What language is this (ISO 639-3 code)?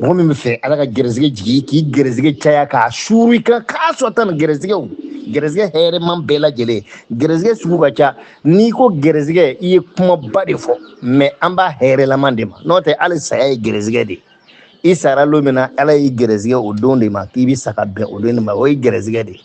bam